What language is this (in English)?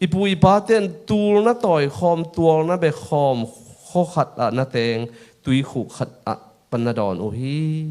Tedim Chin